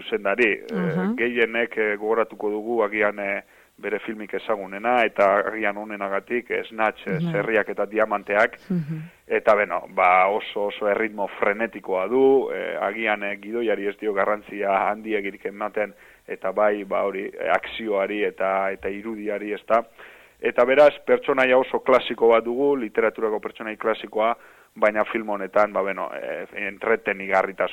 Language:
Basque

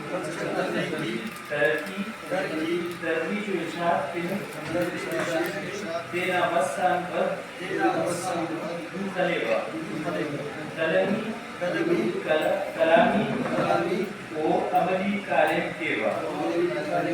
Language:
Brahui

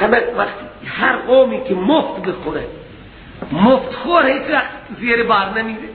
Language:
Persian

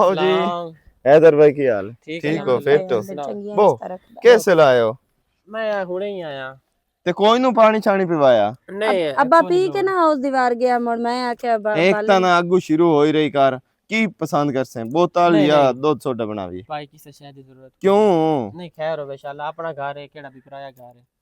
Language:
Western Panjabi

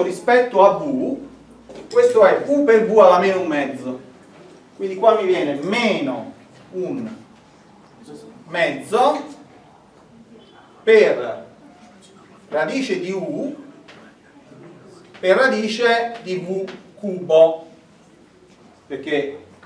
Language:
Italian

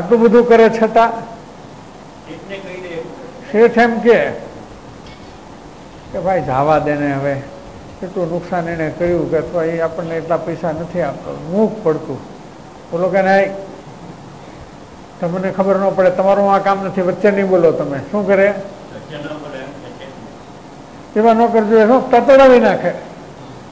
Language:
Gujarati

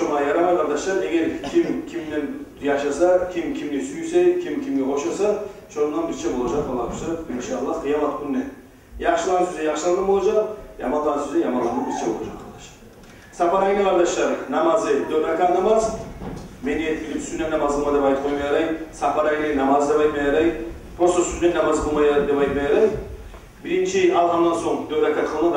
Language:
Kumyk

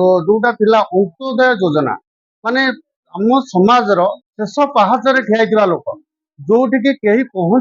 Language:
Odia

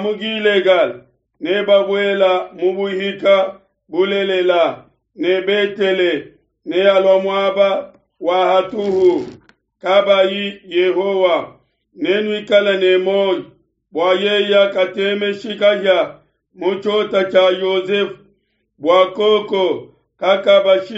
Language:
Luba-Lulua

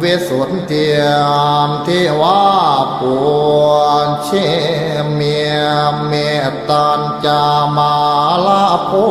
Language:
Pali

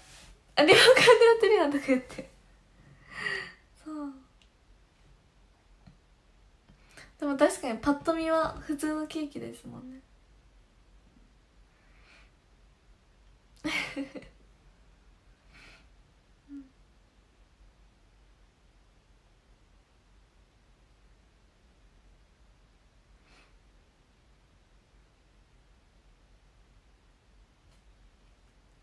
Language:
Japanese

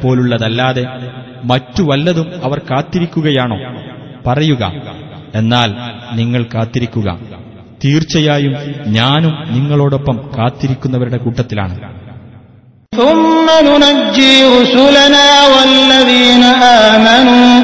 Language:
Malayalam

